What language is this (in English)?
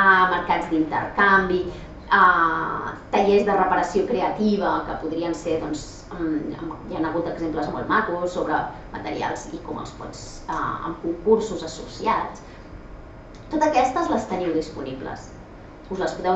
Catalan